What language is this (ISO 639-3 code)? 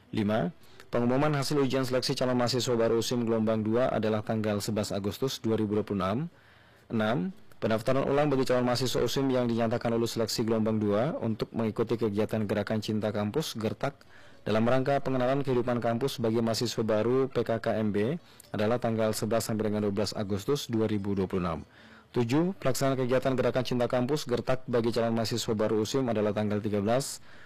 ind